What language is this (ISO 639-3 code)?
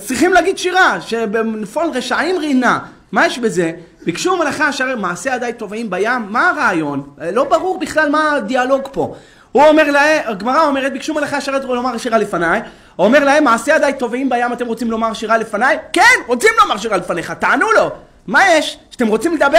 heb